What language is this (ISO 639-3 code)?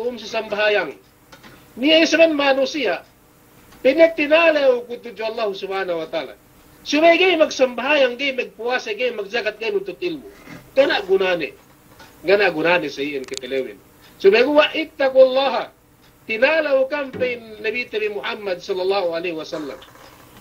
yka